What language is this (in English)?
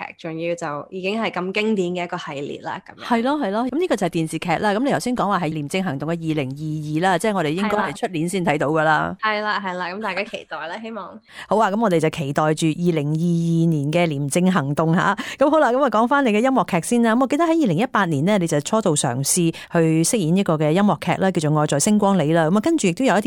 Cantonese